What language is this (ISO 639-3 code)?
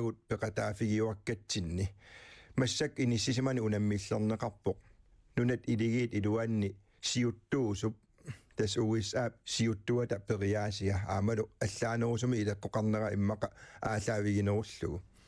kal